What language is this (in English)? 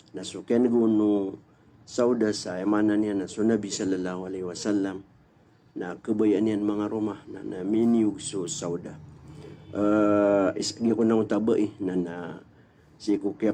Maranao